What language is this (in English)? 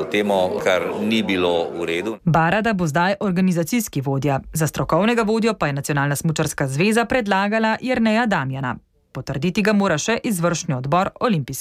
Slovenian